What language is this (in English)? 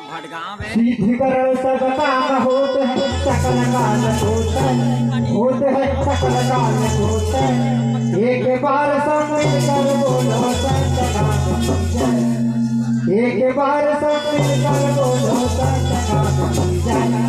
Chhattisgarhi